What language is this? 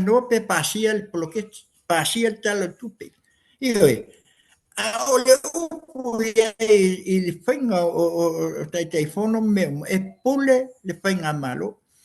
Samoan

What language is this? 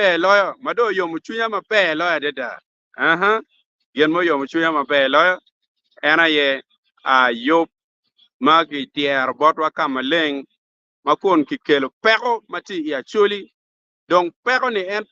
Acoli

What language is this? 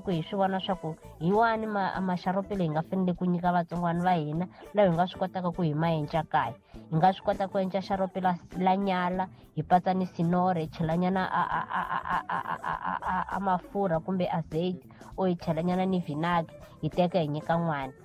Tsonga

